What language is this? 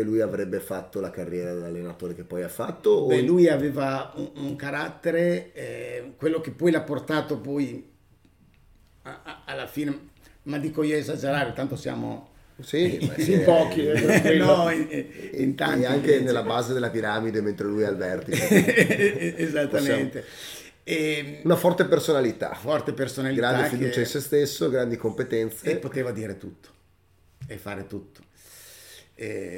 Italian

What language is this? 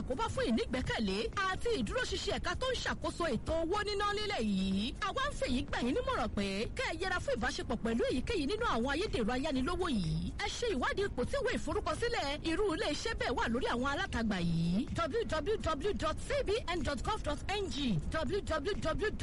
Yoruba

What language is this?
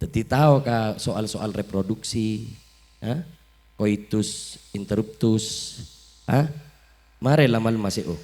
Madurese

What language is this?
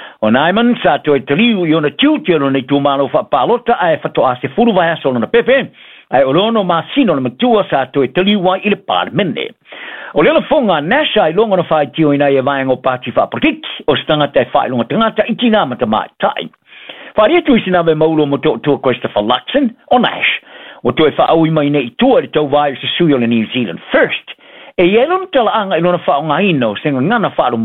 Samoan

